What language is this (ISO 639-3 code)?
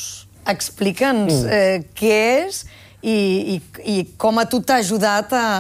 cat